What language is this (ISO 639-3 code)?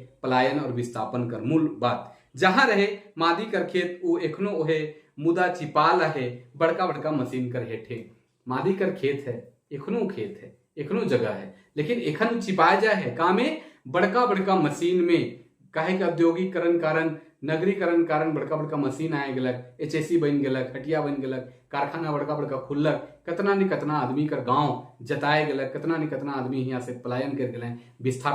sck